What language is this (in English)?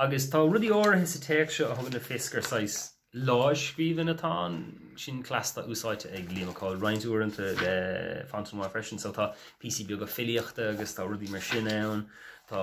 Irish